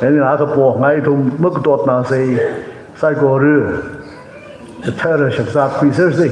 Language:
Tangkhul Naga (India)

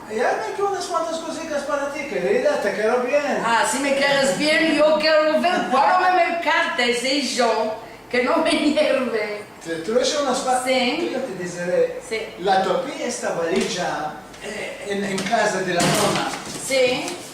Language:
Ladino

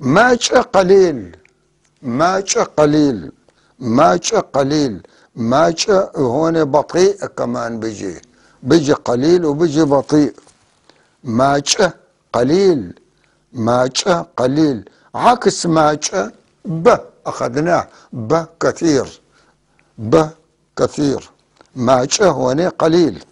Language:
North Levantine Arabic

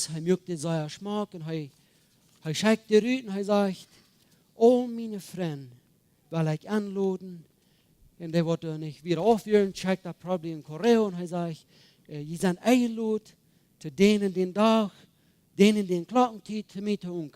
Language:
Plautdietsch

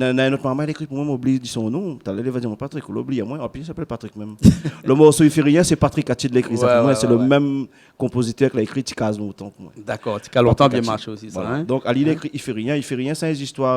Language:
Réunion Creole French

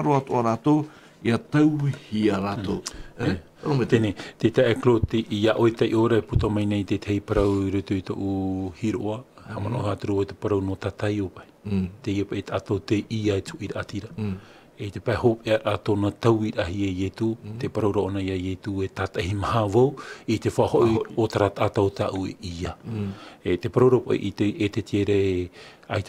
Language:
Tahitian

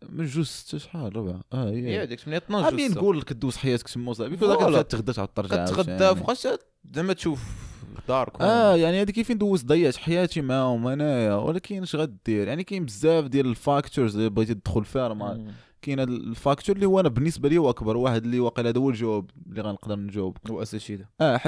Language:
Moroccan Arabic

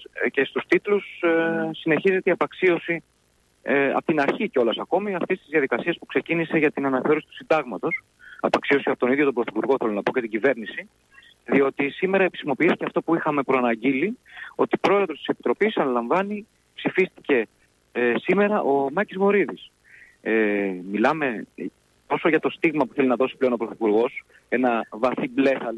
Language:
Greek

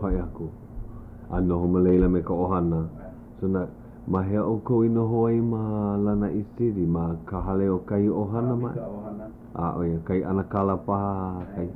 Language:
Hawaiian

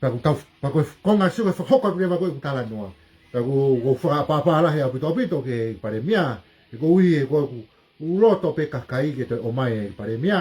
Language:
Tongan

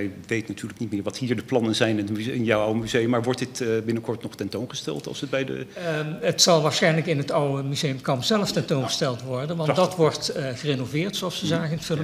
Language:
Dutch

